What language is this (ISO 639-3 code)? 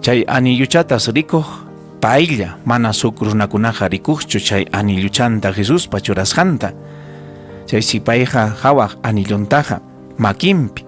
quy